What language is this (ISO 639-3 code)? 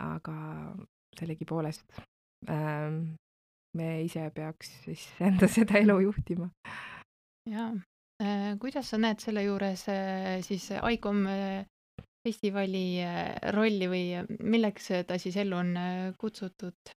est